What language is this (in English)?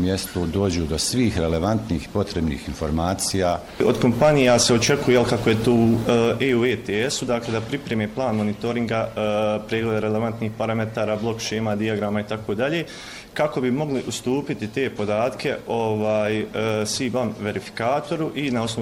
Bosnian